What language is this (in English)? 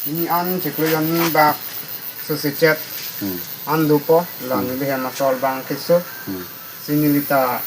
Karbi